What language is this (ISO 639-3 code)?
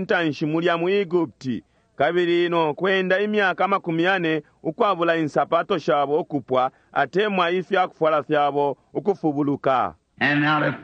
bem